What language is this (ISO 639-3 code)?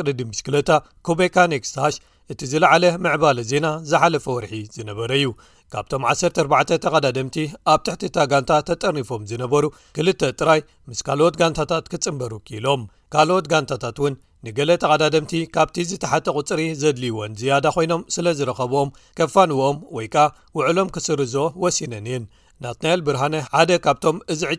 tir